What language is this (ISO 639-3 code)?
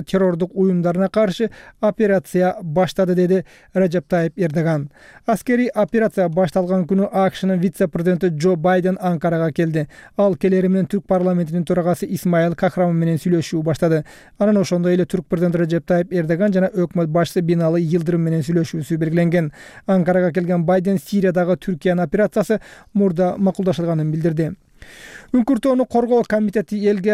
kir